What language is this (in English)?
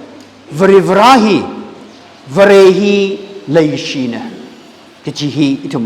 Tangkhul Naga (India)